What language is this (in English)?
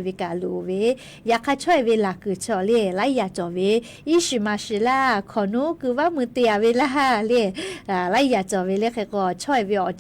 Lahu